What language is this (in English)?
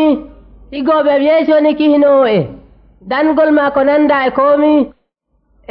Nigerian Fulfulde